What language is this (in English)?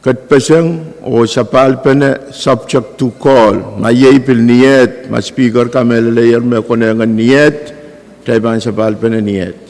Pohnpeian